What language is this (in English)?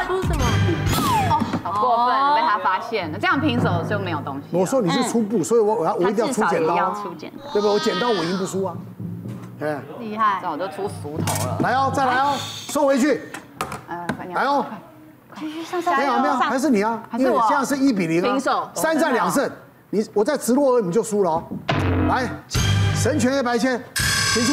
Chinese